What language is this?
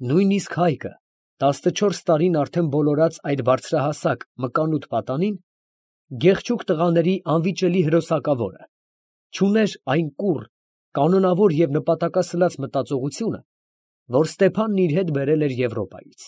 Armenian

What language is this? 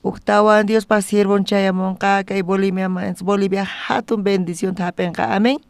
South Bolivian Quechua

